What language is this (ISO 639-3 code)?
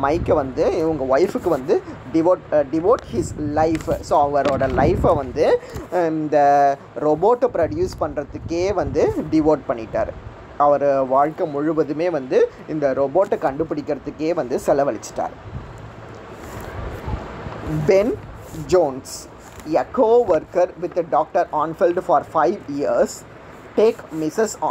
tam